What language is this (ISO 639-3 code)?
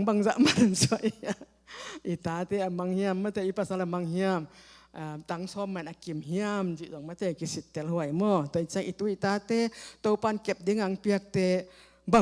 ctd